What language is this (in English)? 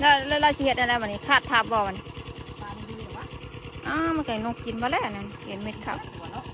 Northeastern Thai